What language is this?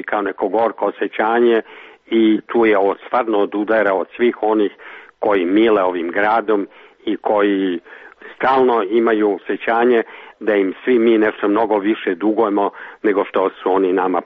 Serbian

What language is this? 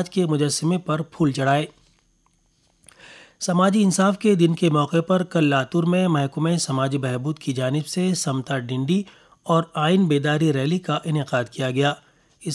Urdu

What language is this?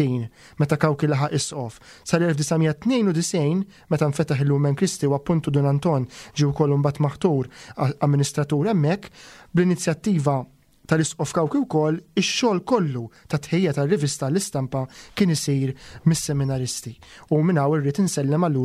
Maltese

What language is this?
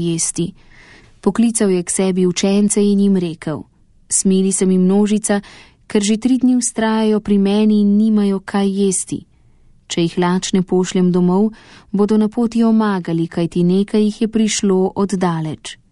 Slovenian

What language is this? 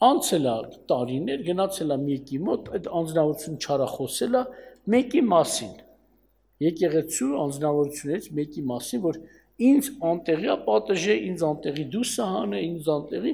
Armenian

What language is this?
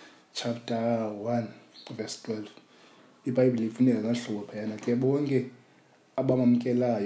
Xhosa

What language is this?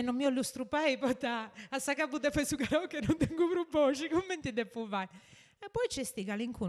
Sardinian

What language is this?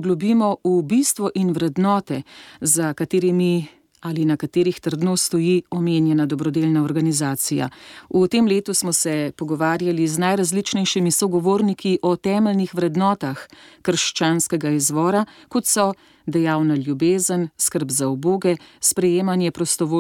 Slovenian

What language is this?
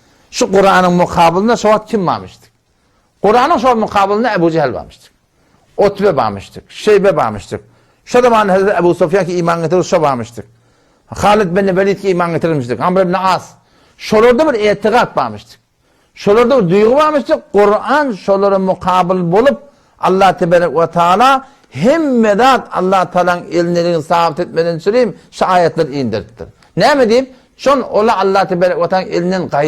Turkmen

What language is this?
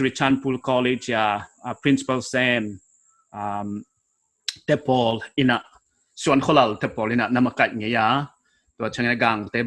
Paite Chin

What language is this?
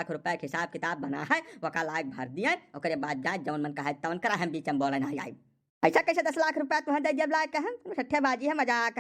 Awadhi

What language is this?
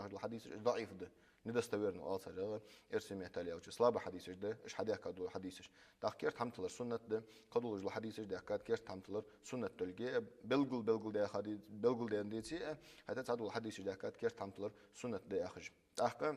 Ingush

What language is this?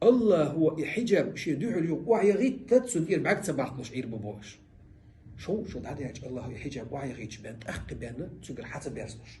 Chechen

